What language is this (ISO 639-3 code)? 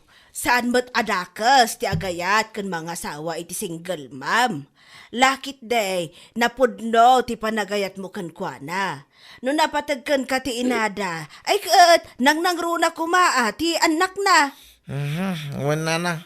ilo